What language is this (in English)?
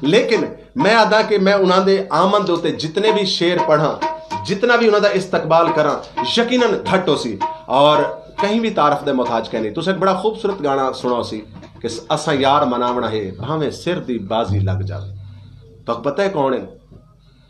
Saraiki